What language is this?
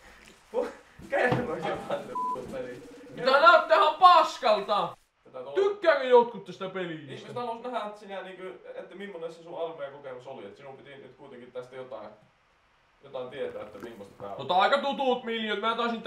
Finnish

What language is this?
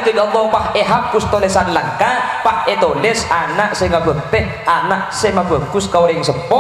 Madurese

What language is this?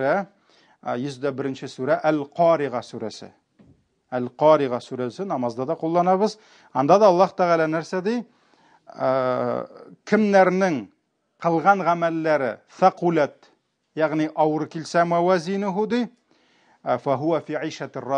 Tatar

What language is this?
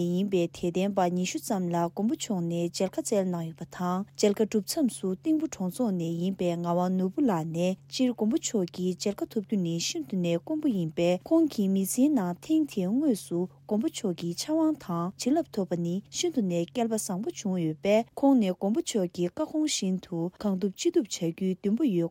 Tibetan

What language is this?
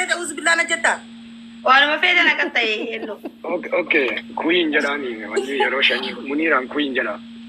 Oromo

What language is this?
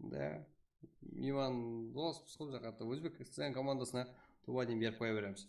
Kara-Kalpak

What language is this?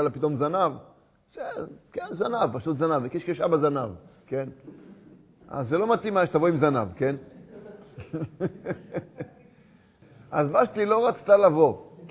Hebrew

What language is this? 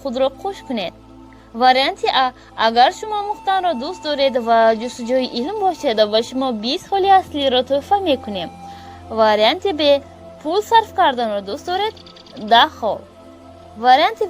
Tajik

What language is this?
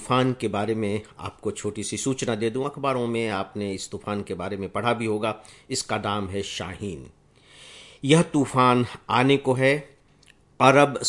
Hindi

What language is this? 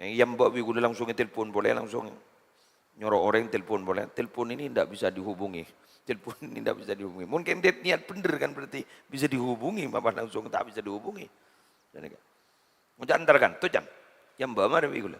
Madurese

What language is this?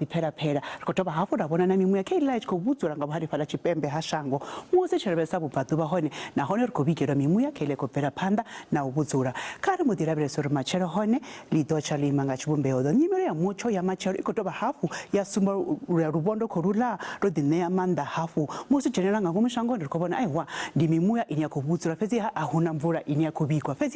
Venda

